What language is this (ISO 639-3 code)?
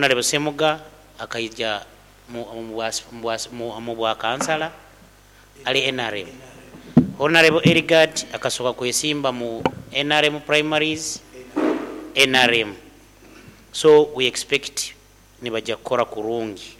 nyn